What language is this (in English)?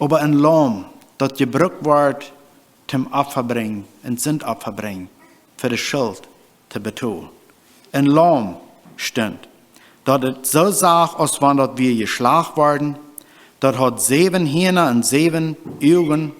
Plautdietsch